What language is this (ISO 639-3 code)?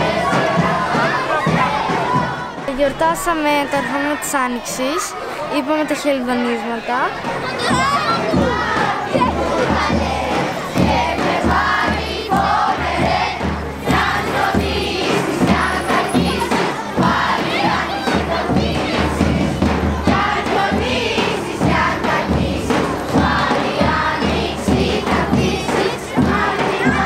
ell